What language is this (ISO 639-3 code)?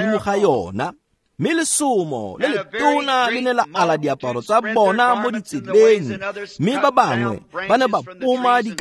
tsn